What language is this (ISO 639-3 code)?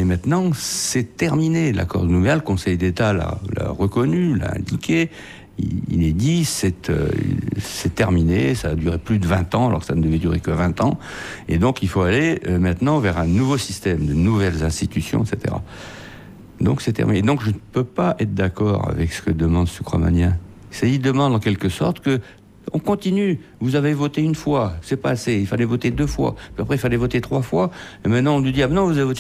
fra